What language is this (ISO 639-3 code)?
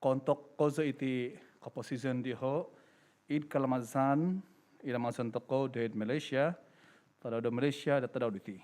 dtp